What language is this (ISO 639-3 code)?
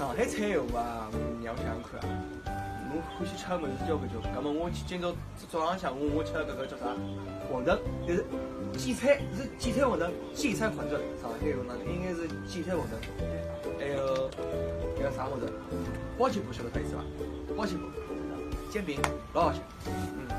wuu